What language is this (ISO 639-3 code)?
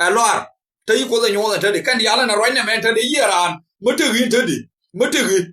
nus